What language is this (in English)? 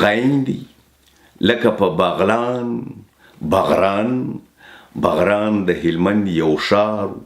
Pashto